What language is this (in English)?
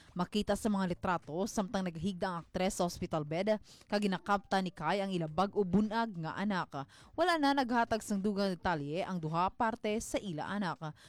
Hiligaynon